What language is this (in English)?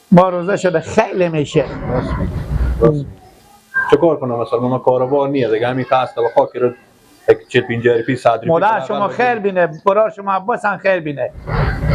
Persian